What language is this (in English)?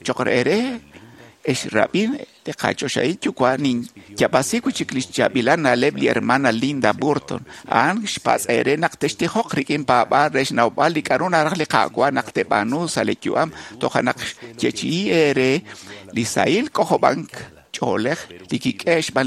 Kekchí